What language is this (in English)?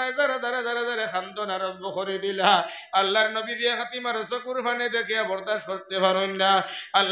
Sylheti